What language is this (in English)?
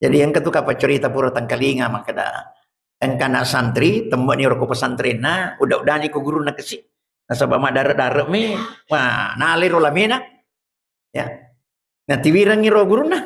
Buginese